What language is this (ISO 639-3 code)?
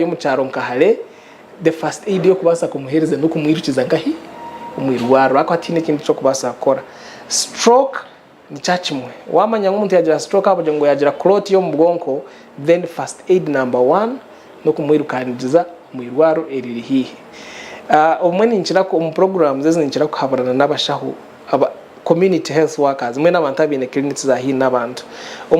nyn